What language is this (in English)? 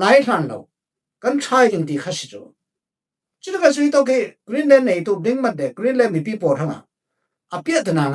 Falam Chin